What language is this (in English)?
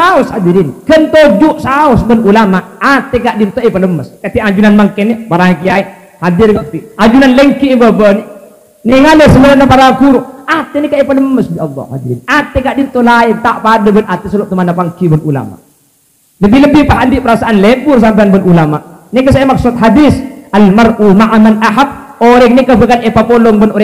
Madurese